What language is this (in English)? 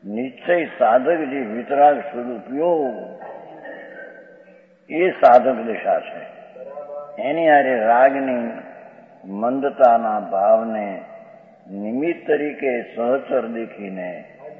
Gujarati